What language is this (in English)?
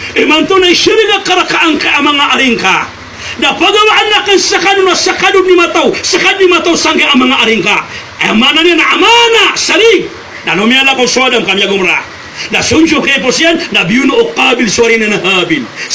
Maranao